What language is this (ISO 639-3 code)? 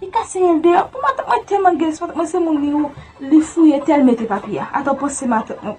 hat